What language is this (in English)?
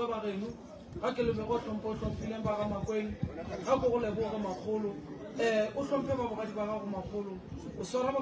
Northern Sotho